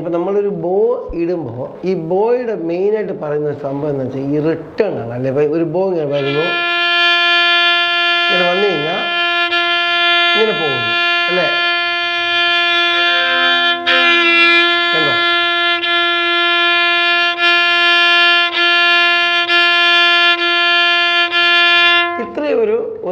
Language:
Malayalam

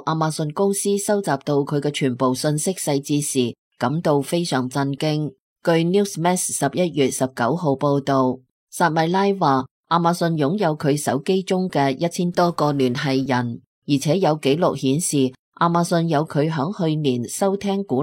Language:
Cantonese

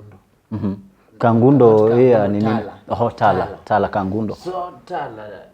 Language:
Kamba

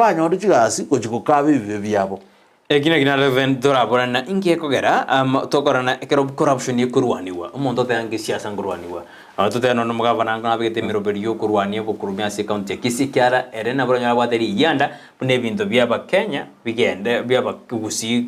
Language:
Gusii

